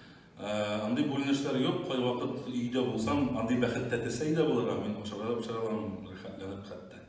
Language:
Tatar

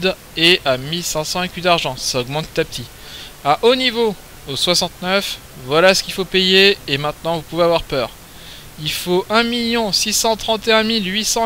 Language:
French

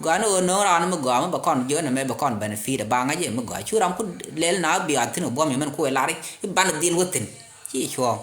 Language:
Nuer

